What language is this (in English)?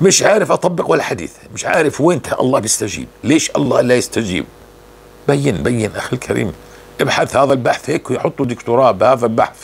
North Levantine Arabic